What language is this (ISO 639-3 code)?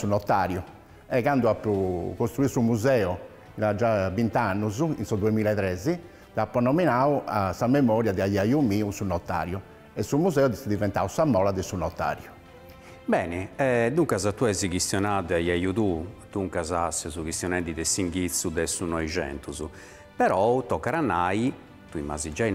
srd